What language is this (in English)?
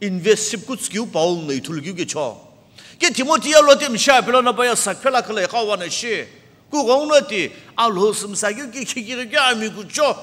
Sumi Naga